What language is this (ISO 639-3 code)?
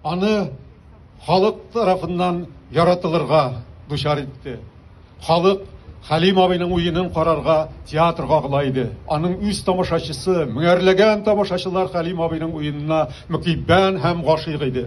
tat